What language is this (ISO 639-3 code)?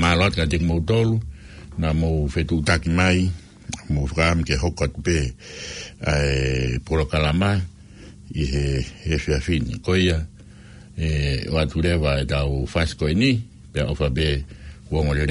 ton